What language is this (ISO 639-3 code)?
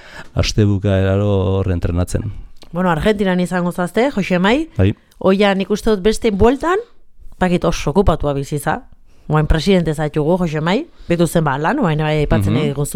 eus